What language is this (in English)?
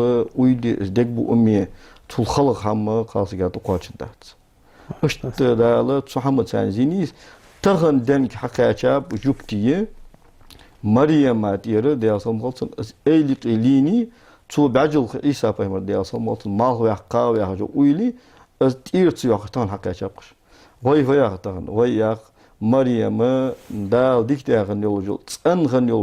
Ingush